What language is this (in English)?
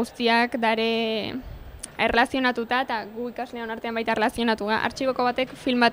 Basque